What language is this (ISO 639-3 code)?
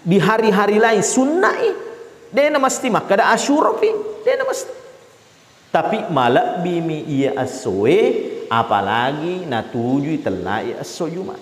bug